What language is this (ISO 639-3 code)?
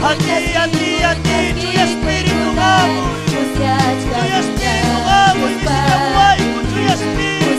quy